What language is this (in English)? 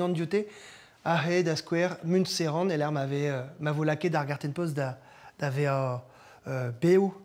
Breton